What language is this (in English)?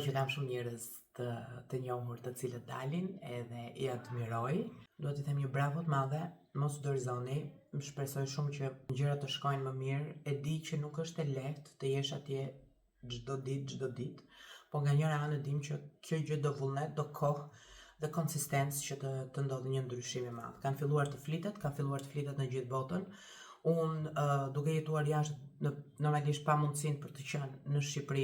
Albanian